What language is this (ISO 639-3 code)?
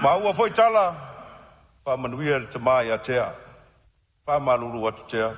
smo